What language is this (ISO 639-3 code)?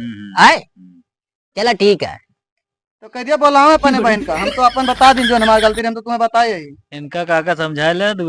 awa